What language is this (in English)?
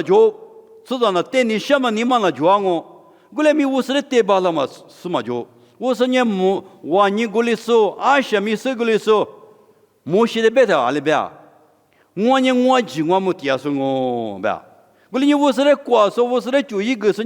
Lisu